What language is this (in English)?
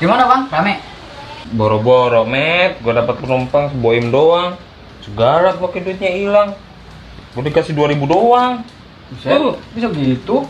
Betawi